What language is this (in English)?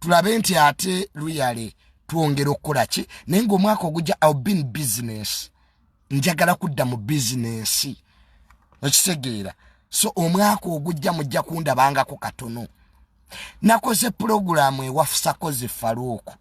Ganda